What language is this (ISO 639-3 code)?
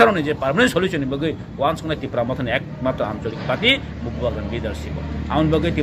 trp